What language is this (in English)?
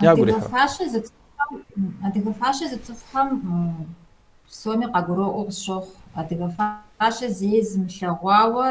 Kabardian